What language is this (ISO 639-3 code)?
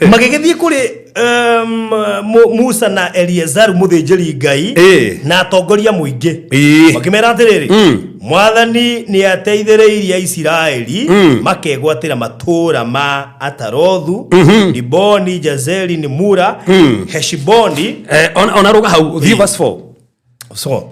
kik